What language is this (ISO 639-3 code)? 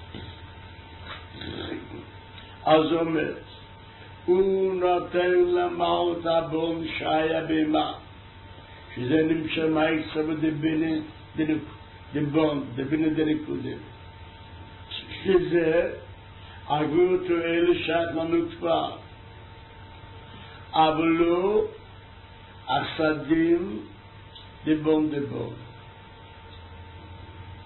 heb